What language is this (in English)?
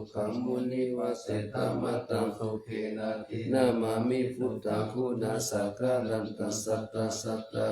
Pali